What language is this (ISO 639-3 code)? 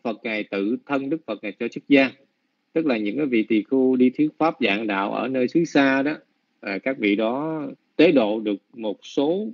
vie